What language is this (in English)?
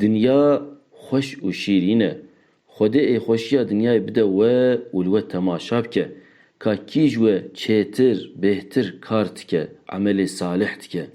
Kurdish